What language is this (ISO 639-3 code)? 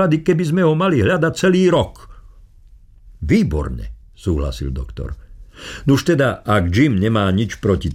slk